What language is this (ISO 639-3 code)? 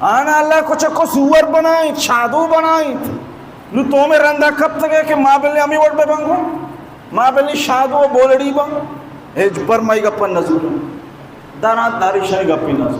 bal